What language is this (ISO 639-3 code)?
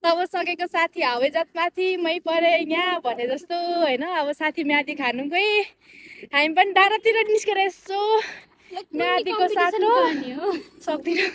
nep